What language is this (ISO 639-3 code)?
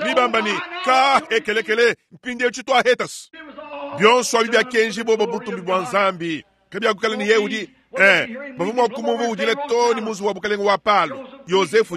lua